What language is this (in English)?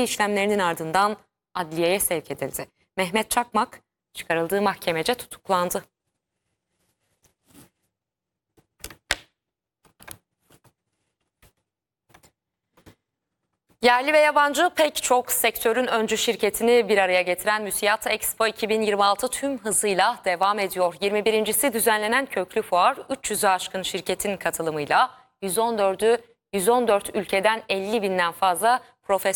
Turkish